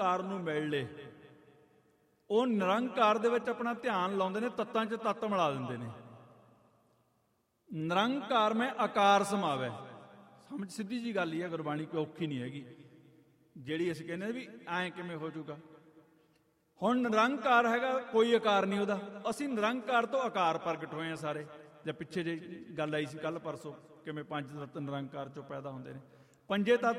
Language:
Punjabi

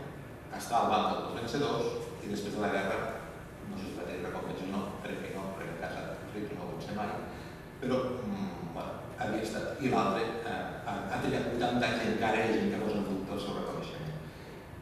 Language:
Catalan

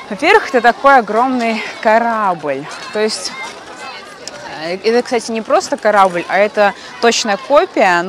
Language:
Russian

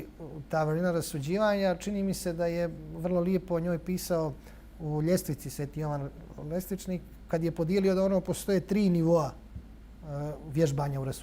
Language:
Bosnian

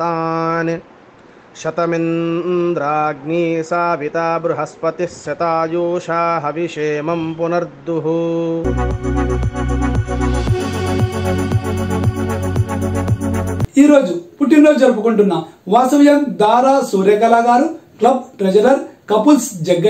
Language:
Telugu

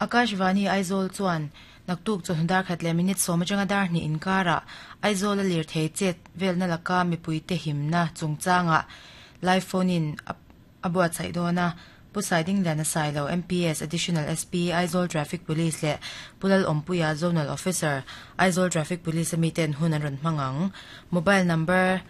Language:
Mizo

